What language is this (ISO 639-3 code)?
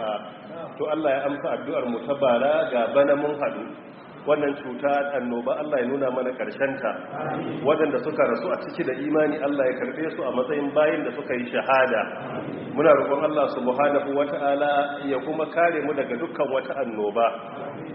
hau